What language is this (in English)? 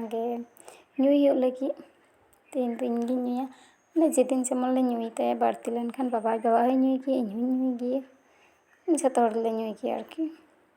Santali